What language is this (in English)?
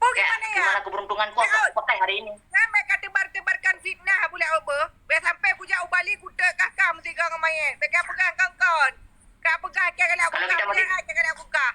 Achinese